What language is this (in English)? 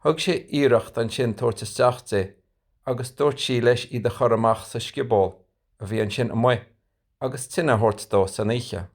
Irish